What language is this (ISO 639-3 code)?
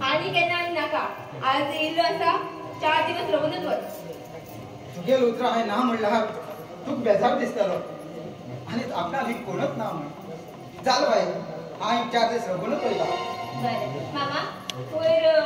kok